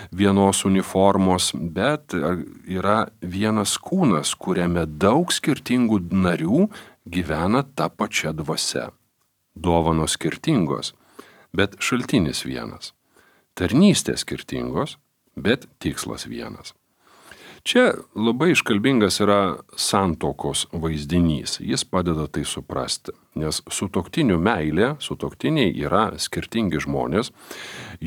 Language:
Lithuanian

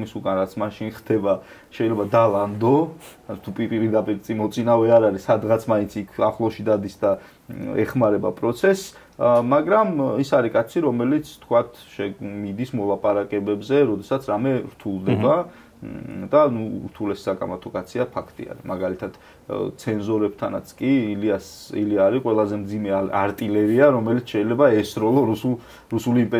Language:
Georgian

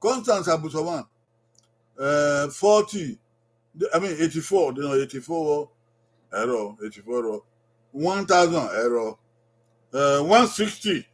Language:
Bini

